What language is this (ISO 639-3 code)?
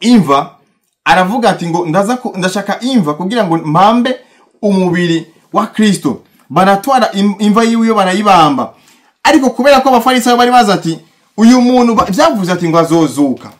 run